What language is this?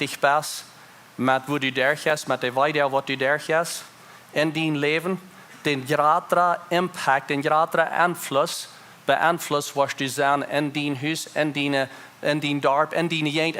Plautdietsch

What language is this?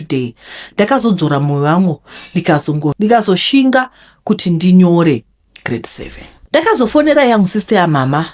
Shona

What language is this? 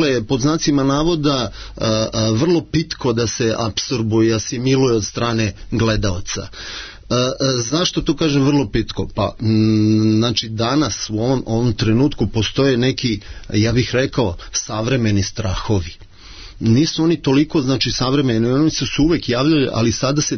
Serbian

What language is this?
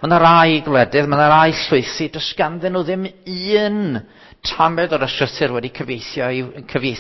Welsh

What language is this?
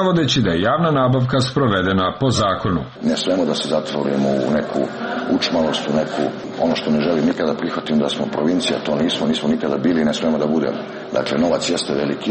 Serbian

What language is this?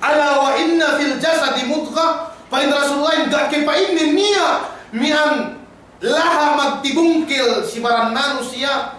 Yakan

